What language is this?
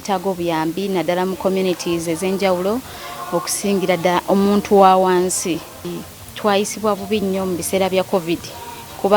Ganda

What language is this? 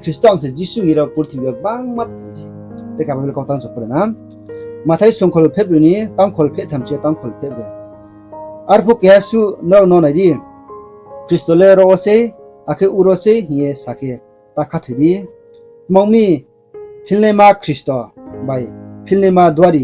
Riang (India)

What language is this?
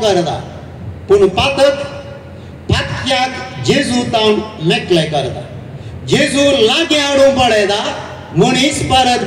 Konkani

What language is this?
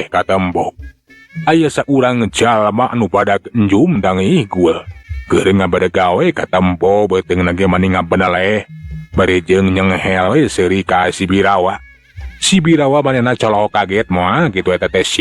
Sundanese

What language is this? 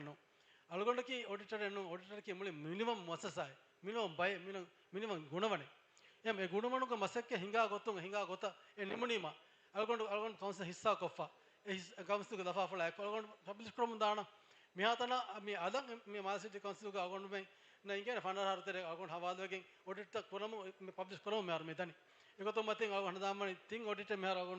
Divehi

